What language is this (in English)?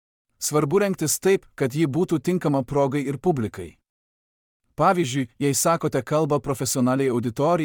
Lithuanian